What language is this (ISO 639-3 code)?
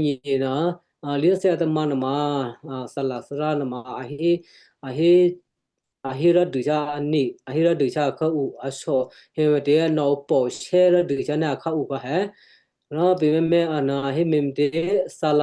kyu